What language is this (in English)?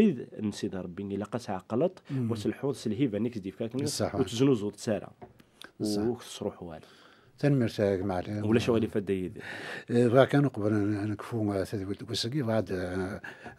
Kabyle